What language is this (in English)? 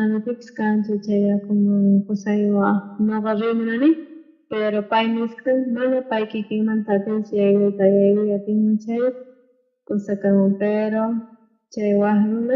South Bolivian Quechua